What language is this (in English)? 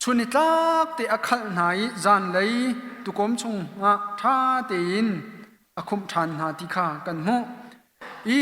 Hakha Chin